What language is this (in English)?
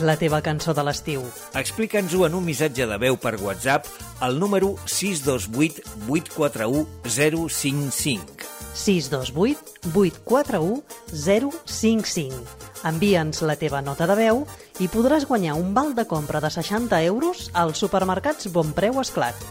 Catalan